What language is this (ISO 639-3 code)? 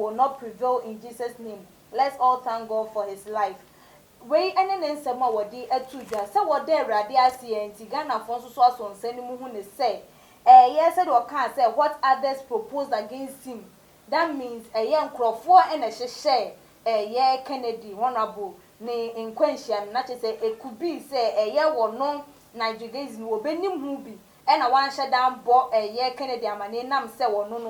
aka